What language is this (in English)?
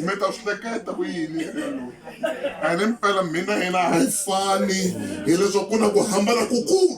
Tsonga